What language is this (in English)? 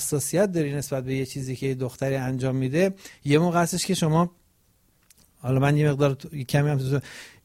Persian